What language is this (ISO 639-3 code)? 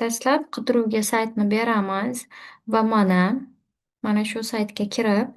uzb